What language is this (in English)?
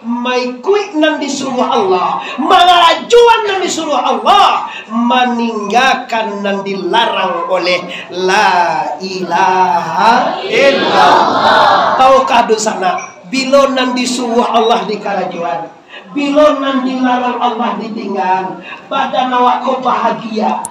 Minangkabau